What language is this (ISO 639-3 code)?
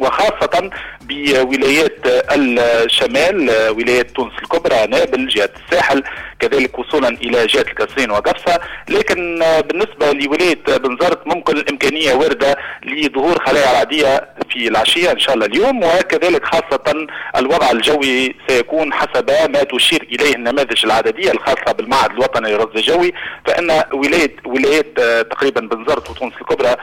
aeb